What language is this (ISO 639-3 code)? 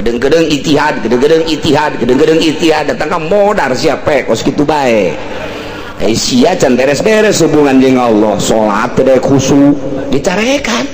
sun